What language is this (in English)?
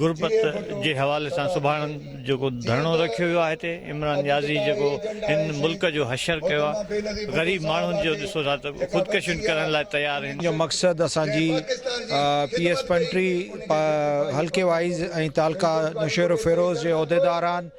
Sindhi